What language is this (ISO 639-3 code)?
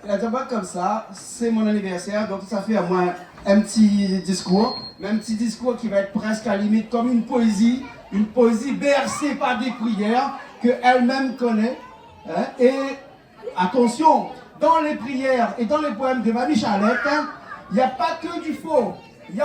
rcf